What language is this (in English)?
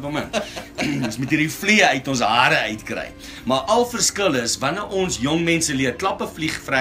Afrikaans